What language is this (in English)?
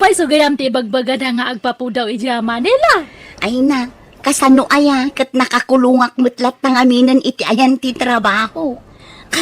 Iloko